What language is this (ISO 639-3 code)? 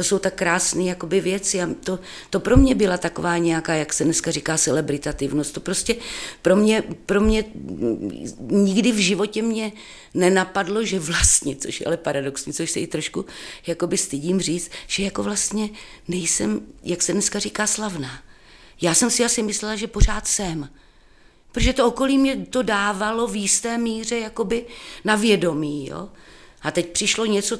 ces